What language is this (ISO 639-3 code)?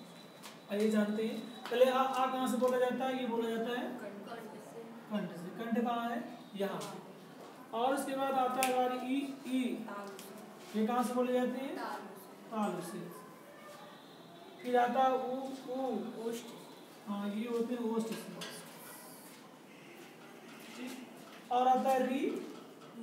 hin